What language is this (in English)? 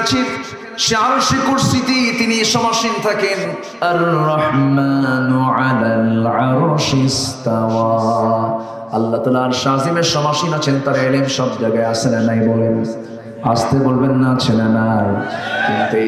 Bangla